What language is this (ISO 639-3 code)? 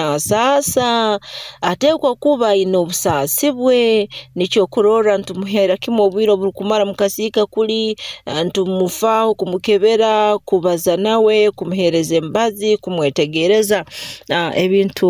nyo